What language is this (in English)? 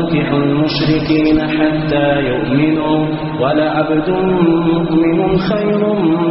Arabic